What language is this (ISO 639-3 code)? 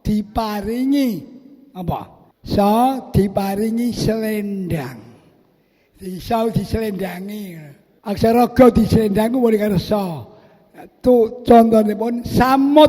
jav